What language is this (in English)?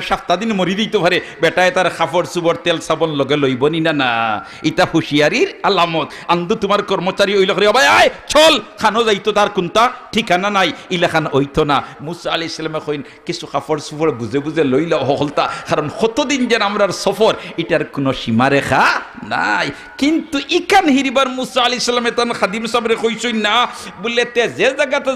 Sylheti